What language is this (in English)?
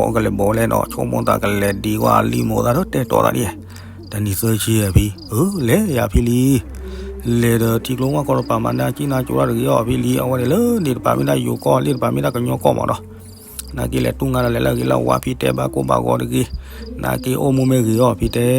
S'gaw Karen